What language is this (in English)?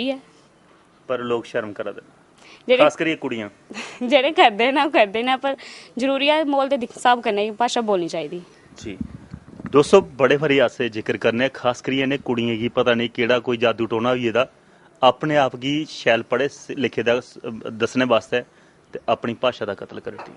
Dogri